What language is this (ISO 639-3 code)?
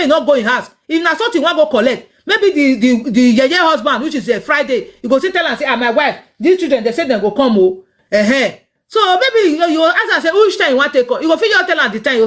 pcm